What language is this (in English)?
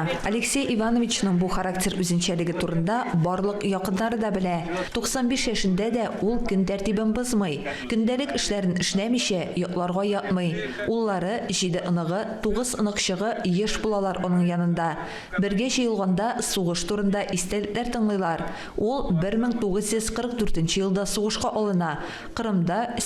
Tatar